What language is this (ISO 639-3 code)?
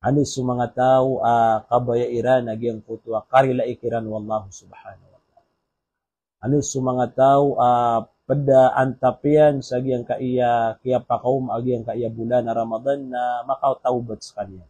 mrw